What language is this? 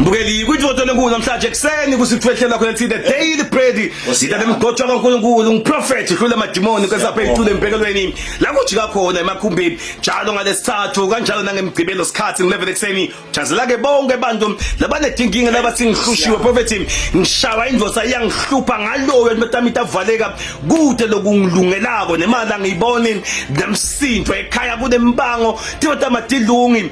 Zulu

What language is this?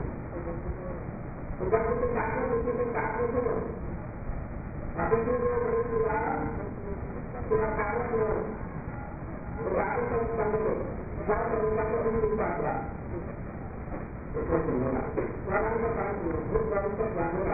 Hindi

